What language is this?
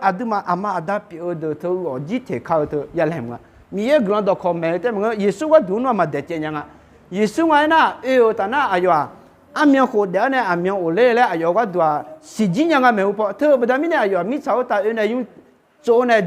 Akha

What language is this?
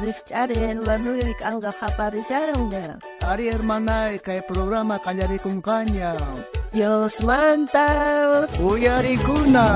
South Bolivian Quechua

